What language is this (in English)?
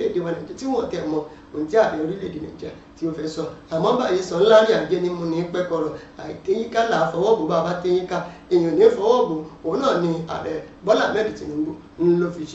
Yoruba